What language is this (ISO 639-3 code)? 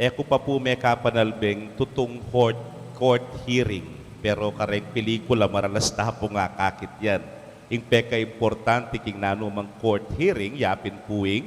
pam